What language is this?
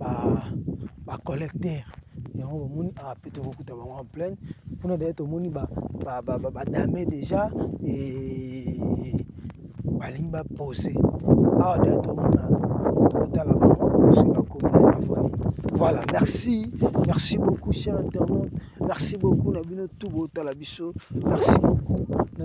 Lingala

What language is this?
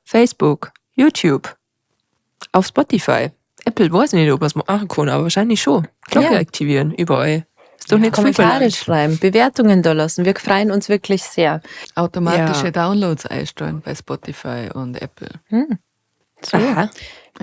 Bavarian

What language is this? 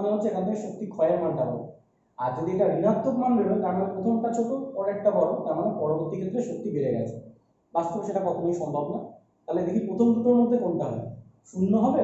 Bangla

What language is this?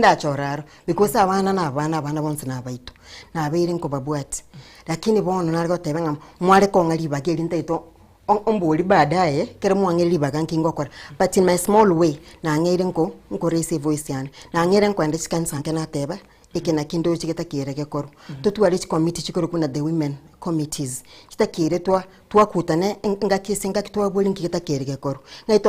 Gusii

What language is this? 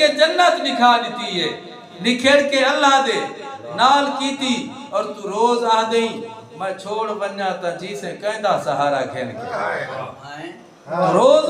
Saraiki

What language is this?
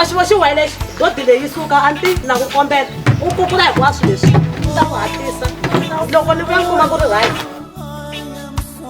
Tsonga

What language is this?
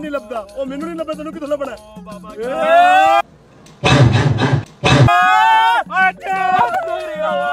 Punjabi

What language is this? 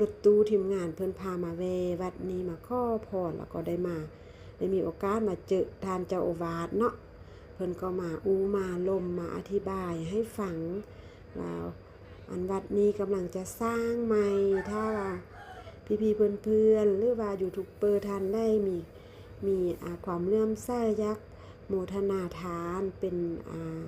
Lao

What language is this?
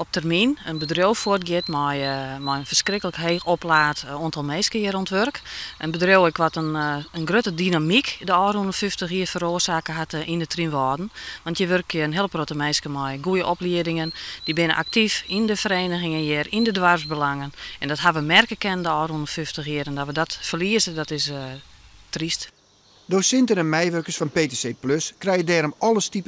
Western Frisian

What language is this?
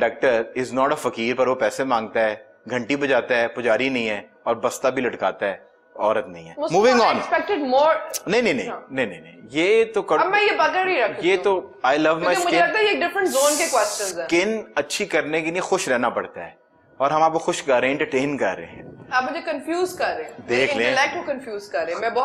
Urdu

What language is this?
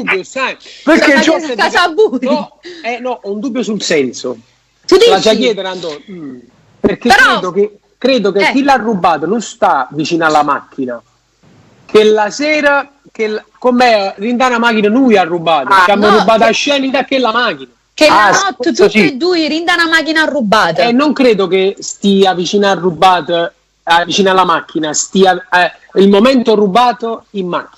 Neapolitan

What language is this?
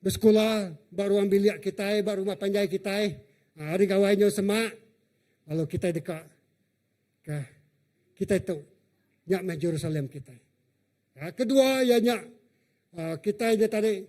Iban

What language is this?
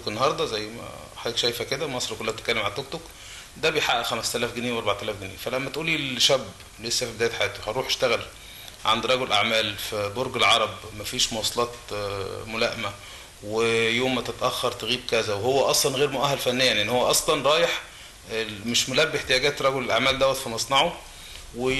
Egyptian Arabic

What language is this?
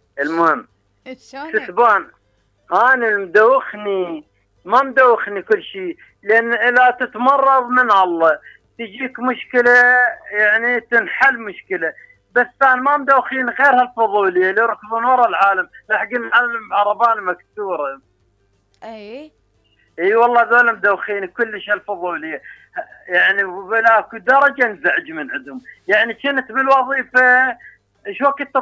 Mesopotamian Arabic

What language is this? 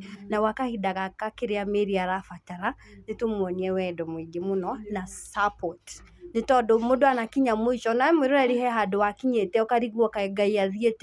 Kikuyu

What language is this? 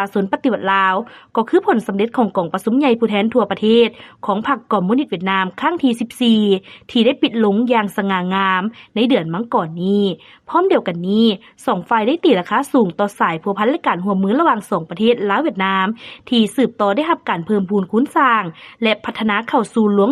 Lao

